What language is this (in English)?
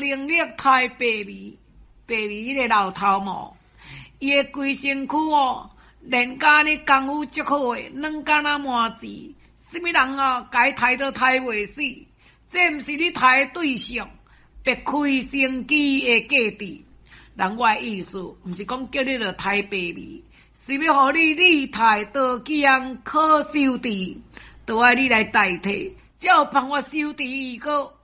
Min Nan Chinese